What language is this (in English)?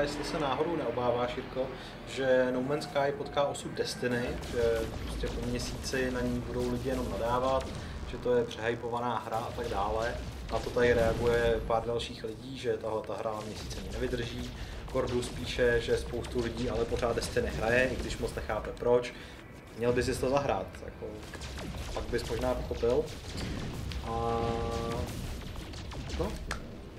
Czech